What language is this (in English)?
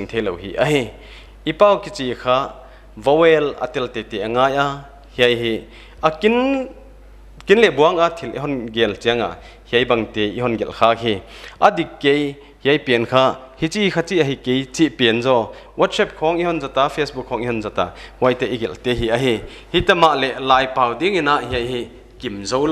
Paite Chin